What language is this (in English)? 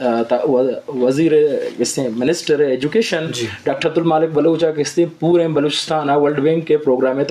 Eastern Balochi